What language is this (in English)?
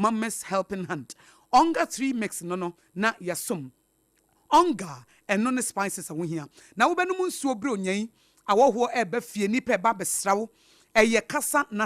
Akan